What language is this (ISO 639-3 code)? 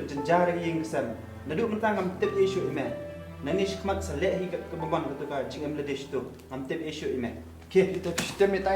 kha